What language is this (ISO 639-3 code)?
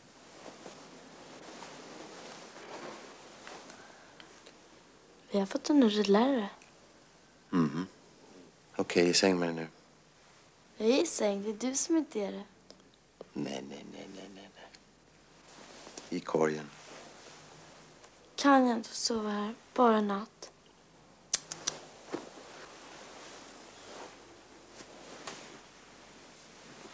swe